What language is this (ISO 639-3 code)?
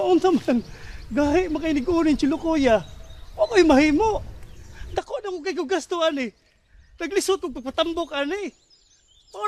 ceb